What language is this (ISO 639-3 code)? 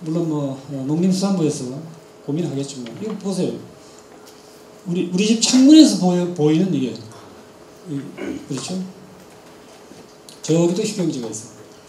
kor